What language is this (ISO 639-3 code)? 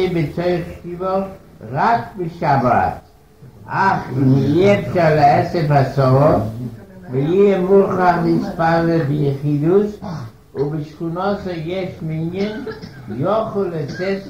heb